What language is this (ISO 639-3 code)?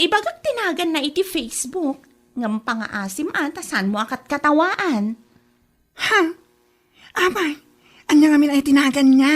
ilo